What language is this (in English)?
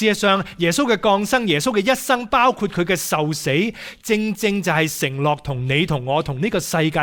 Cantonese